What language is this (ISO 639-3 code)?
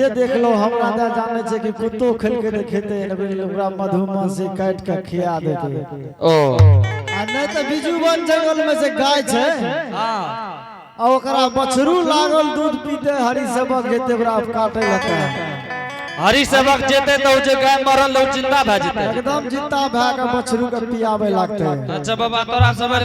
anp